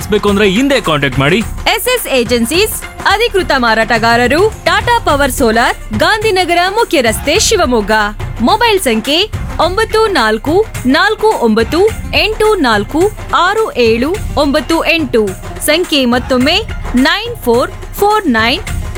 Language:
Kannada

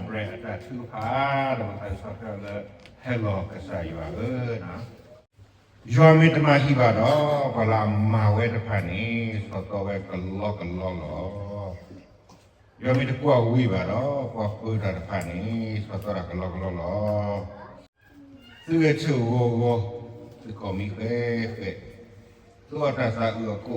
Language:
S'gaw Karen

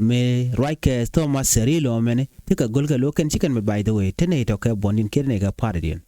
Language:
Nuer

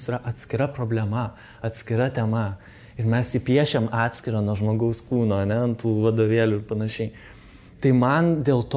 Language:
Lithuanian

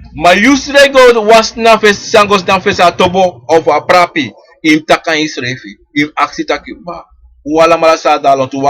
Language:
Sranan Tongo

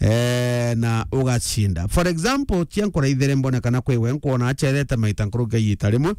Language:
Meru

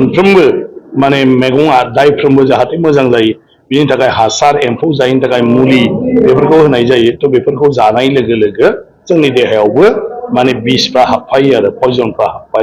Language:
Bodo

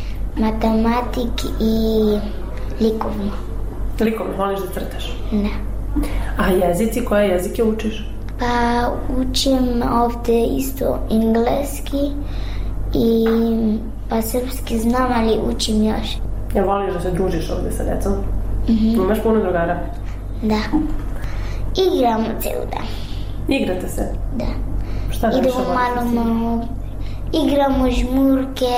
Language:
Serbian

